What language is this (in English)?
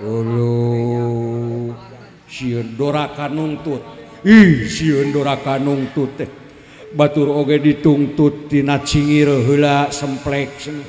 Sundanese